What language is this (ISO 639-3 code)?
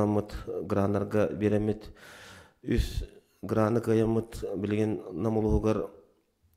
sah